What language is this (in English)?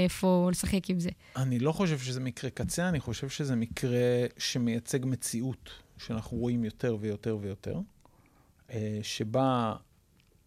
Hebrew